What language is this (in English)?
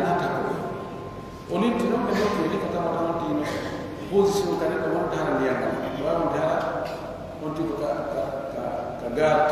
Pular